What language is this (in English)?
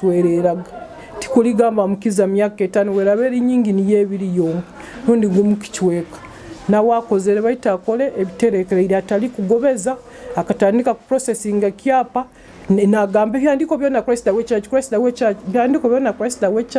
Nyoro